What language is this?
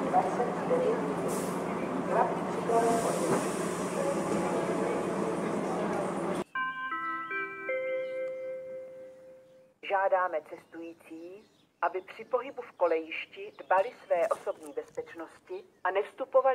Czech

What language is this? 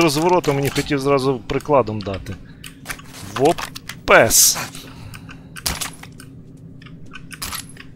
Ukrainian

